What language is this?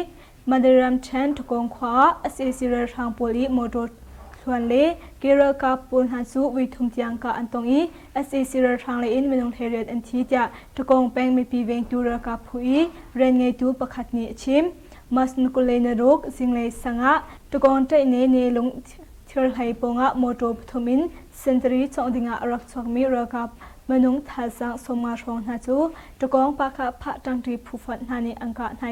Hakha Chin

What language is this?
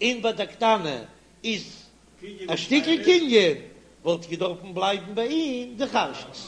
Yiddish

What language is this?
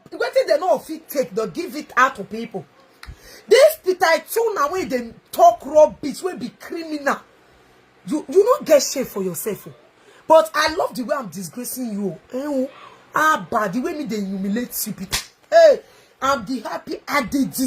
Nigerian Pidgin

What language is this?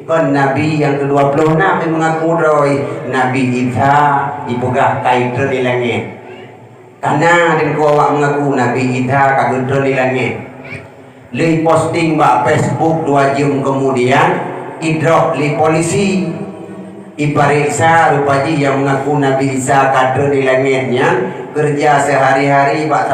Achinese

